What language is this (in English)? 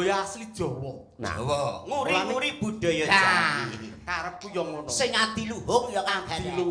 Javanese